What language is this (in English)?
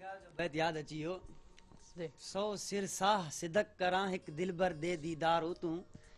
Sindhi